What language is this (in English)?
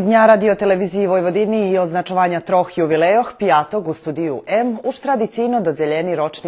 Rusyn